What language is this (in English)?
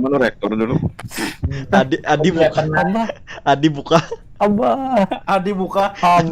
Banjar